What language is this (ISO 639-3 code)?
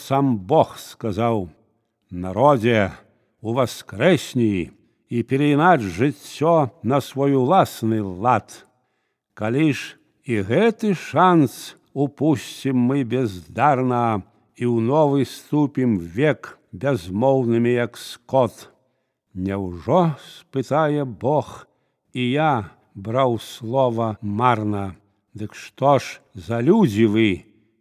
bel